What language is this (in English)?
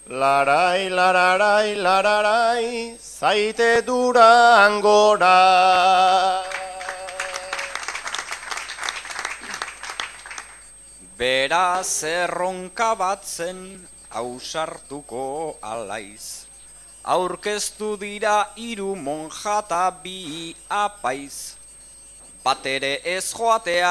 Basque